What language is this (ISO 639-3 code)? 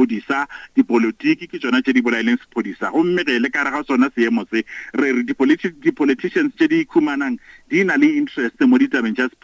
nso